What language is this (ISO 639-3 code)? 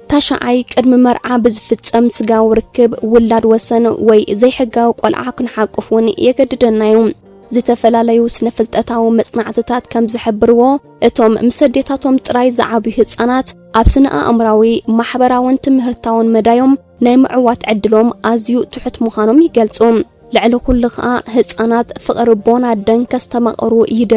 tir